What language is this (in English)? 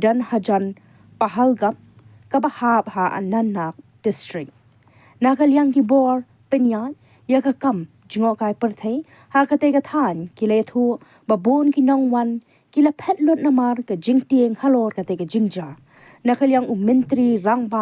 Khasi